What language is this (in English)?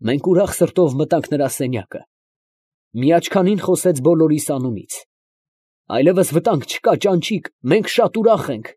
Armenian